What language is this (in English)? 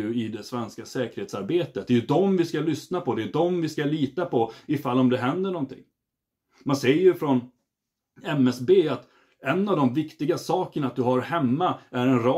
Swedish